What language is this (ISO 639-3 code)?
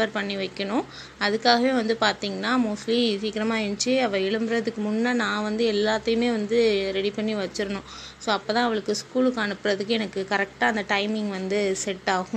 tam